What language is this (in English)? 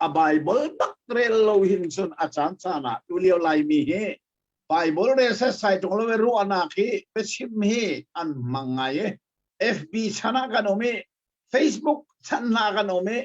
Hakha Chin